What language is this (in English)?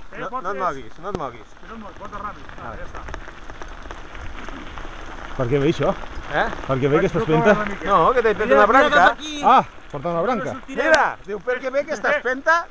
Catalan